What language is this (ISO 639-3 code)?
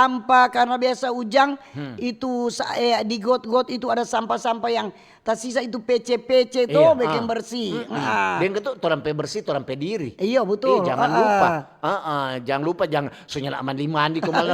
xmm